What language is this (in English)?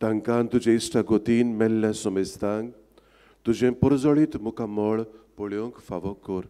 Konkani